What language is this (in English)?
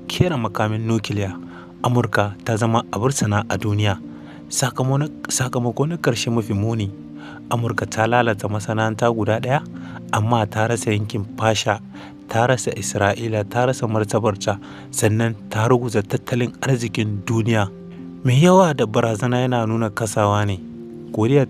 Hausa